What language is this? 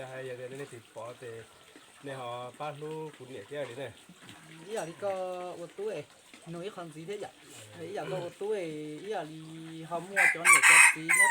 Hmong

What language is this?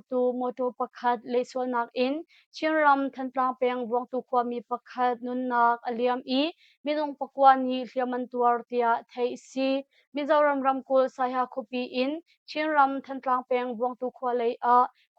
Hakha Chin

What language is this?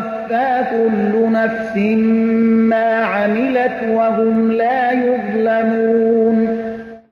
Persian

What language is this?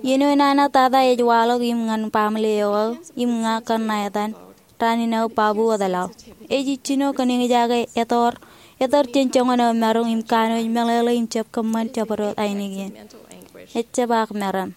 Marshallese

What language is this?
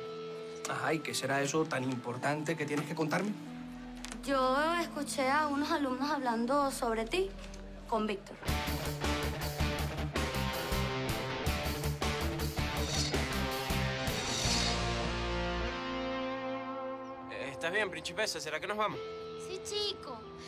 Spanish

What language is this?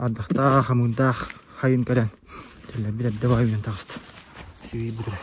Yakut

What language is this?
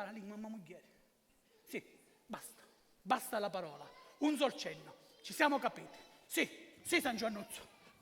Sicilian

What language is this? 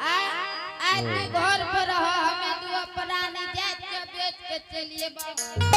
Angika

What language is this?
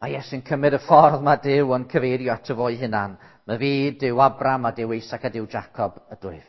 Welsh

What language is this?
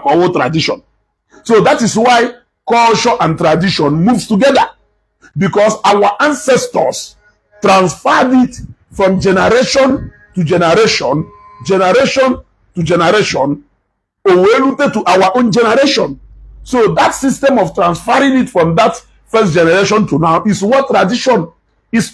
Igbo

